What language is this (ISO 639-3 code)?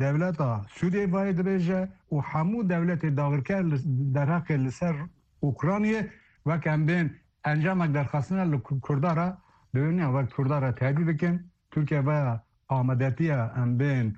kur